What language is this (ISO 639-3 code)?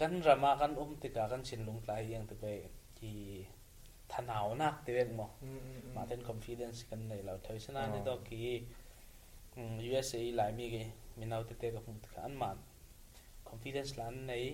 cfm